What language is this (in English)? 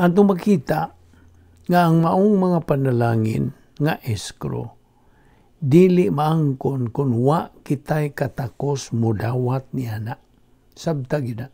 Cebuano